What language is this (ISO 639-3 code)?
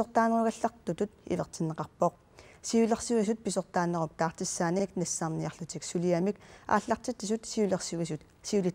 kal